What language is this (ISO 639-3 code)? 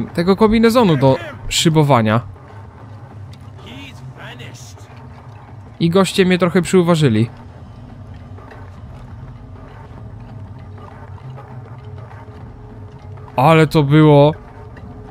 pol